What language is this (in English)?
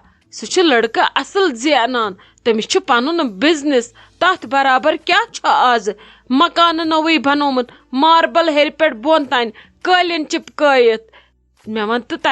Kashmiri